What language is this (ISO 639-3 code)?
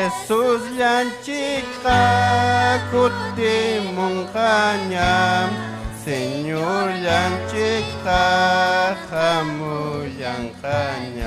quy